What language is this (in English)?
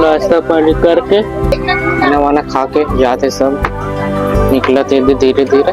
Chhattisgarhi